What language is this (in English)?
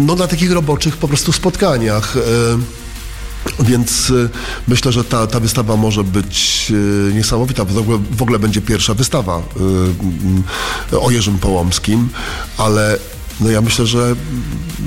Polish